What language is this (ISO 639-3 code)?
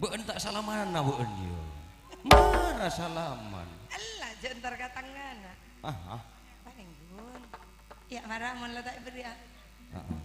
mad